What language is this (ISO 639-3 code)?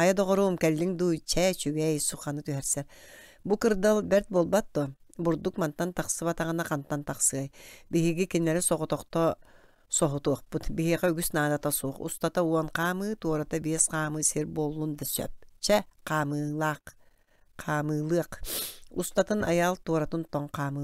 sah